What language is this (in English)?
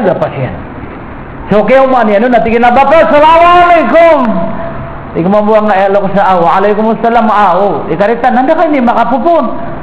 Maranao